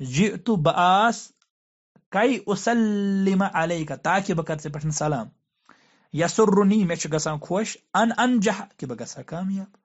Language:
Kashmiri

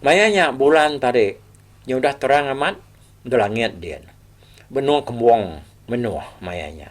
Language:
Iban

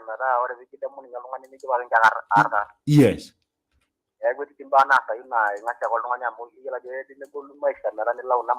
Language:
Masai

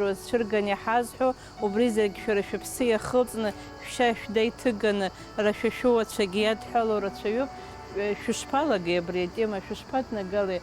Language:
Abkhazian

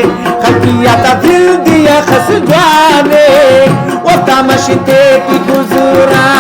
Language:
Brahui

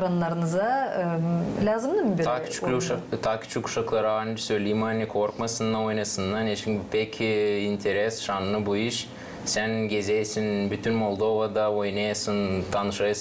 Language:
Gagauz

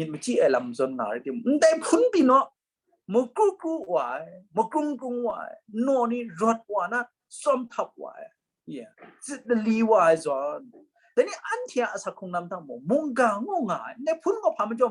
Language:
Kachin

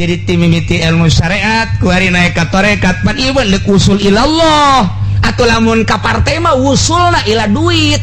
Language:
Sundanese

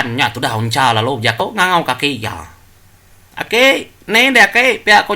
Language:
Iban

